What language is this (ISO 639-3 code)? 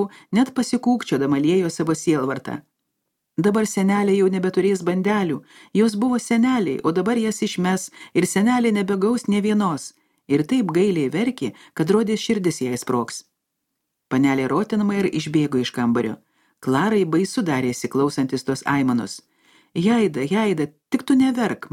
lit